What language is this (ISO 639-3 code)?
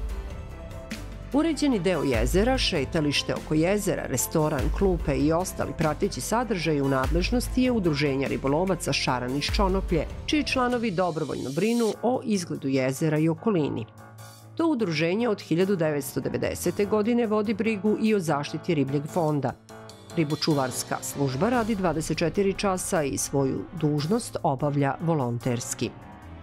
srp